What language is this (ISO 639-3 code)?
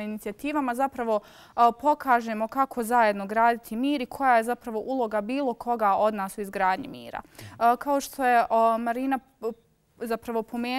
hrv